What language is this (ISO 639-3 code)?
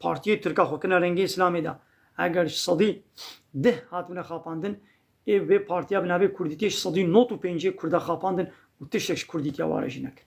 kur